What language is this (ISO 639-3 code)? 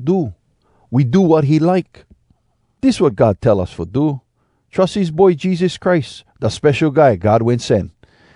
hwc